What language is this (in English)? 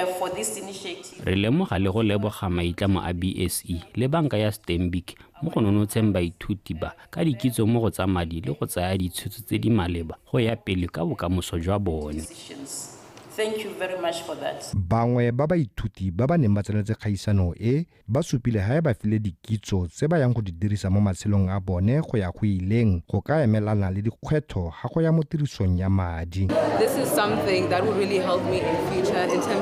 Tswana